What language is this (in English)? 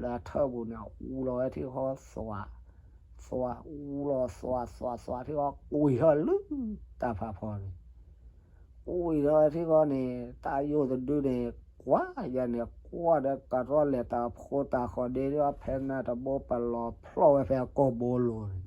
S'gaw Karen